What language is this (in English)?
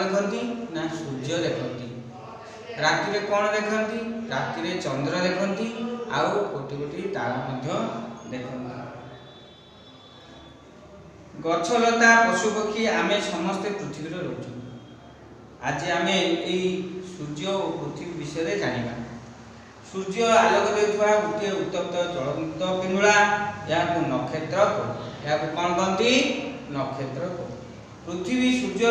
Odia